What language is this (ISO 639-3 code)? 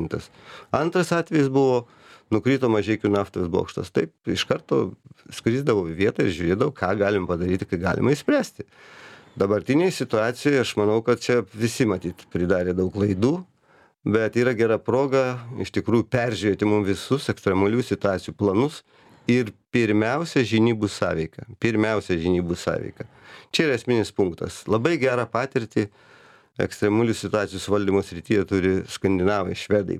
lit